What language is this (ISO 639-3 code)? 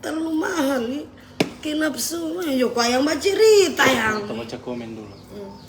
xmm